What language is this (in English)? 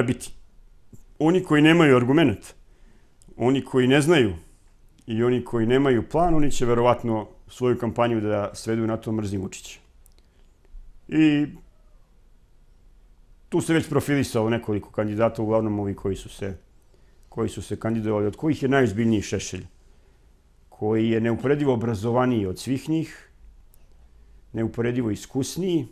Serbian